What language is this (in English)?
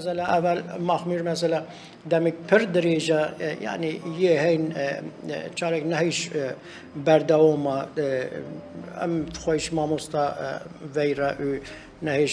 Kurdish